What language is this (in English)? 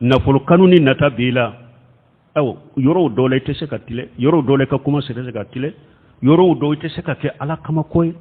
Bambara